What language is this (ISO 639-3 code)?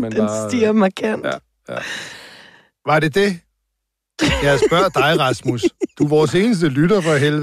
dan